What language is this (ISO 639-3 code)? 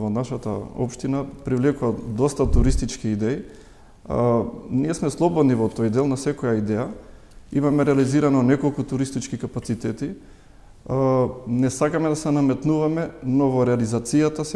mkd